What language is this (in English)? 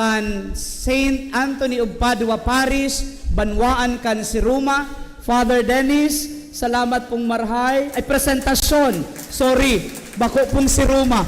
Bikol